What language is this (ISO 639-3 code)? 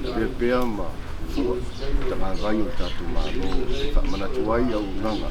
smo